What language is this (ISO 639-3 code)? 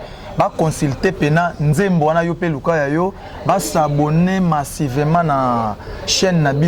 lin